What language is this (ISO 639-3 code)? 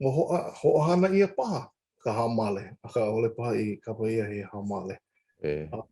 haw